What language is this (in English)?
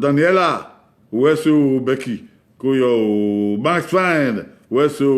Bini